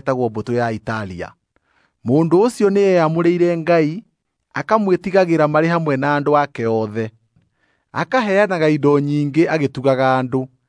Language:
Kikuyu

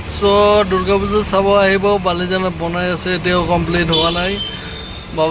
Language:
Assamese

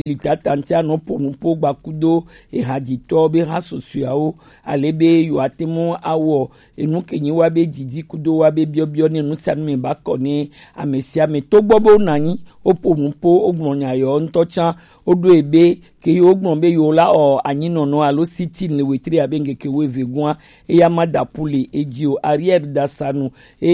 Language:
Gen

